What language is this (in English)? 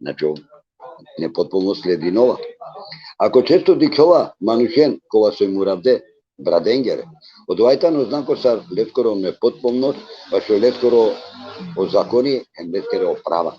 Balkan Romani